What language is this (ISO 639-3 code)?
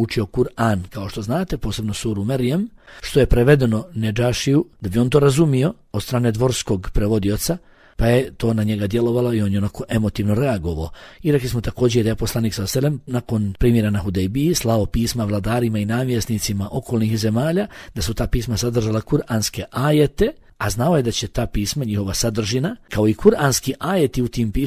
bos